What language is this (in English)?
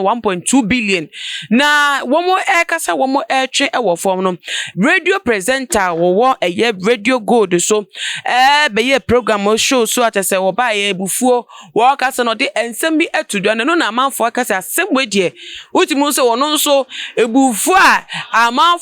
Akan